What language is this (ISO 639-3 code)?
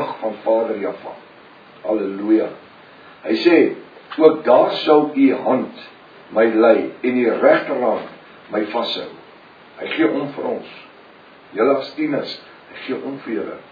afr